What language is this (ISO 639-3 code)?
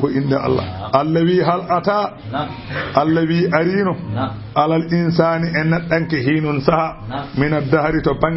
ful